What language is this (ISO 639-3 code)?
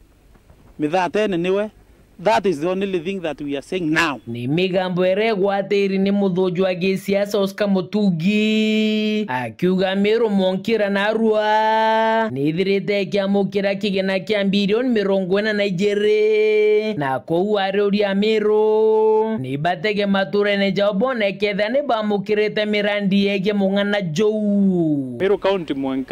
mer